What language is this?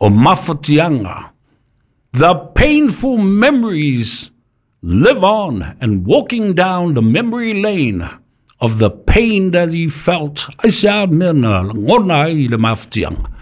Samoan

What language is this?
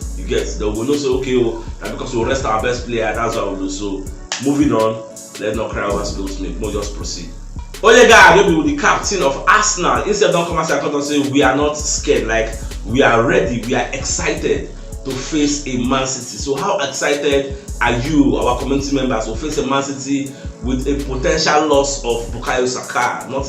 Nigerian Pidgin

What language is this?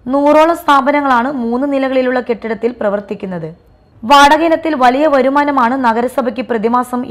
Malayalam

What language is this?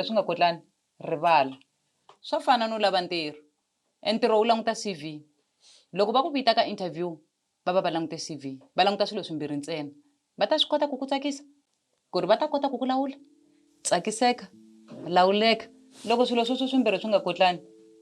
Tsonga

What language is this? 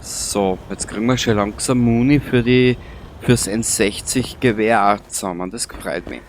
Bavarian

